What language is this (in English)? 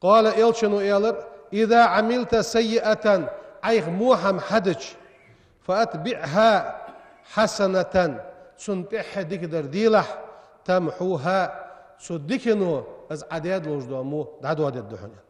Ingush